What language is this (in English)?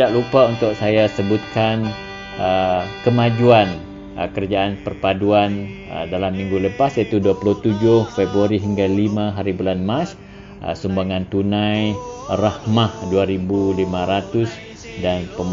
Malay